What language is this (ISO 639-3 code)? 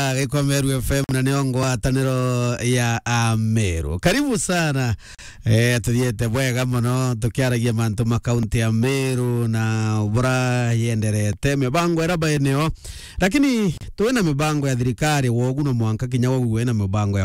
mer